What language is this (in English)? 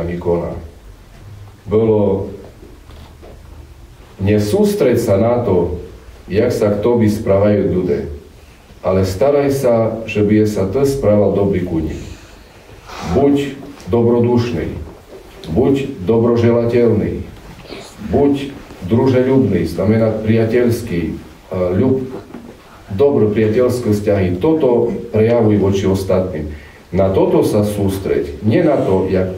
Slovak